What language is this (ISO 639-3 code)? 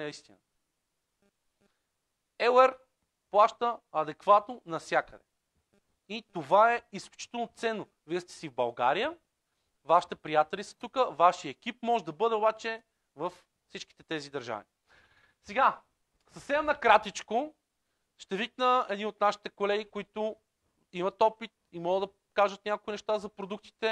bul